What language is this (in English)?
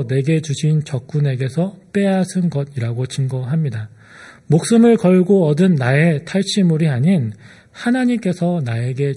Korean